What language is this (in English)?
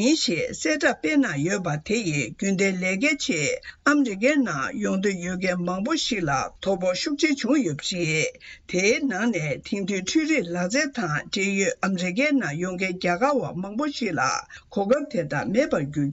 Tibetan